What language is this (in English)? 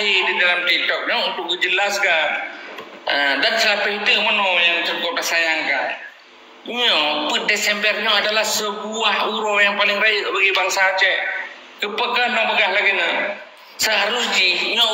Achinese